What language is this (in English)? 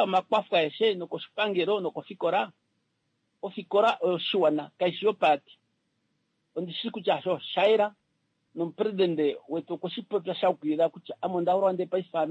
Kuanyama